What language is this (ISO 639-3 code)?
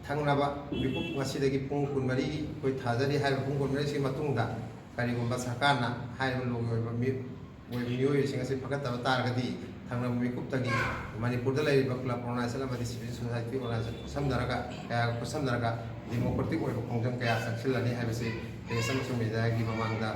mni